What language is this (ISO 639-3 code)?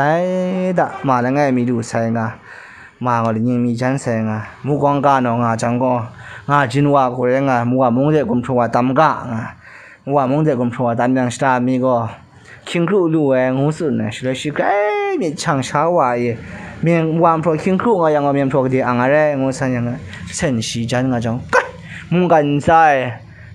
kac